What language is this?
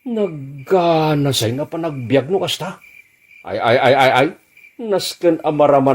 Iloko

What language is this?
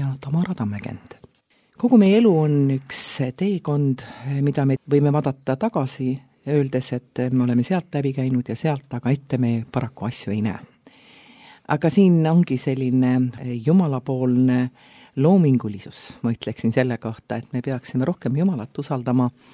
Estonian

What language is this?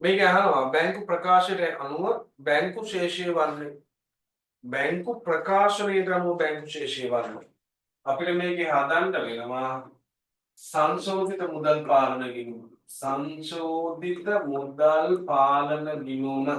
Sinhala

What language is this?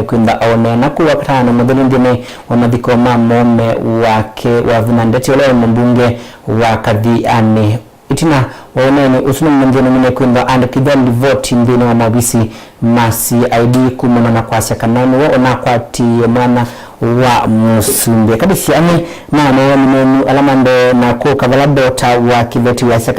Kamba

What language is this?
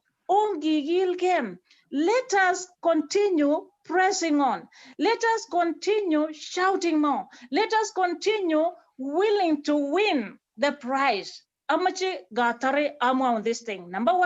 Kalenjin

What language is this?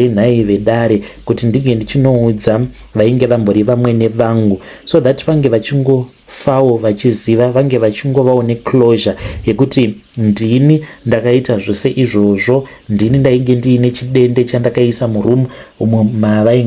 Shona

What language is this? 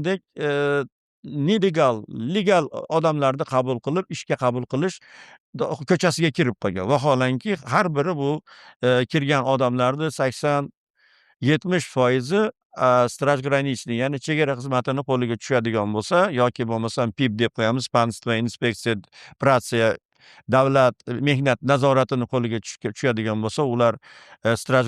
Uzbek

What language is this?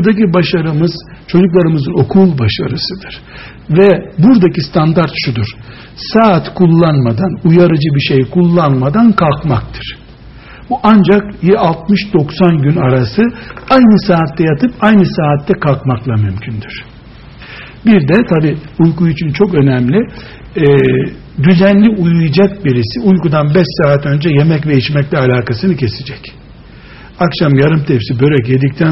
Turkish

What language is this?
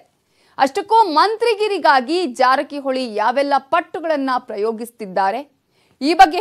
Kannada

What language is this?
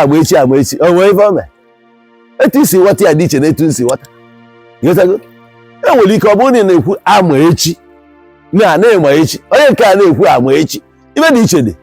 Igbo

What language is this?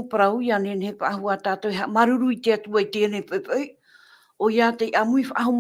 Tahitian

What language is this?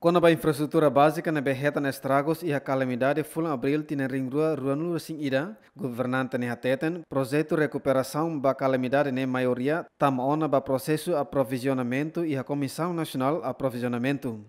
Tetum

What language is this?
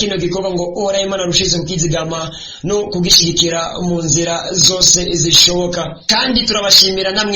Rundi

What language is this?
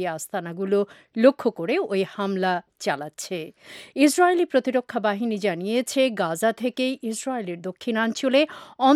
Bangla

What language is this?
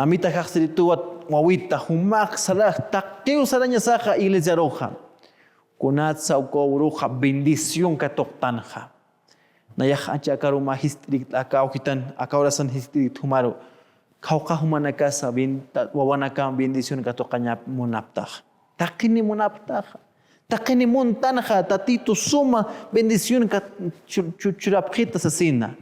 Aymara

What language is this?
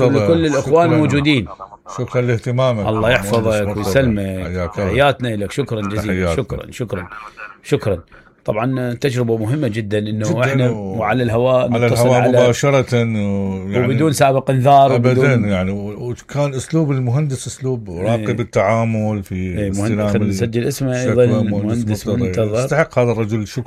Mesopotamian Arabic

